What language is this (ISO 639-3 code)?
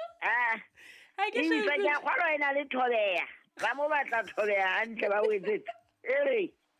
sot